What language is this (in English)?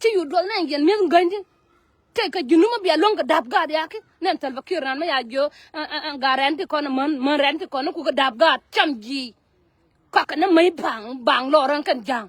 Nuer